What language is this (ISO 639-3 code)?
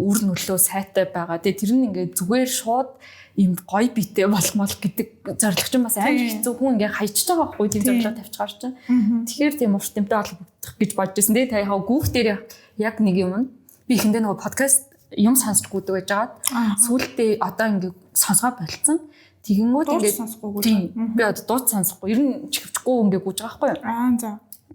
mon